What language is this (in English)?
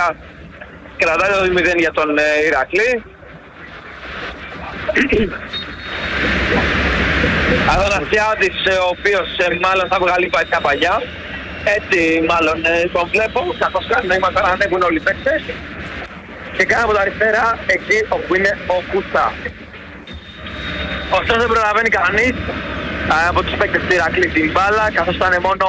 Greek